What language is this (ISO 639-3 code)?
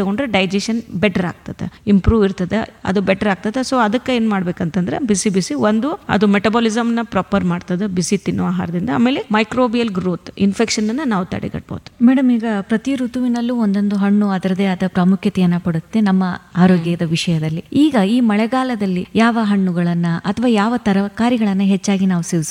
kan